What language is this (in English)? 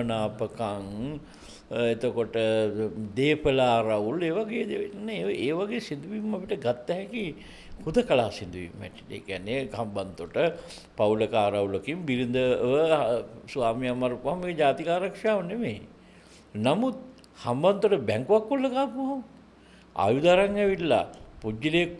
Sinhala